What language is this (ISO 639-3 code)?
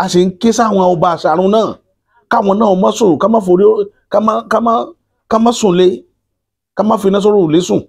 yor